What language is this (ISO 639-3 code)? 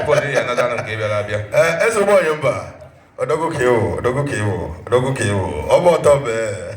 ibo